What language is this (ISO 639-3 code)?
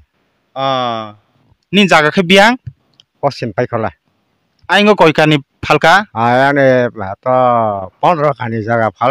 trp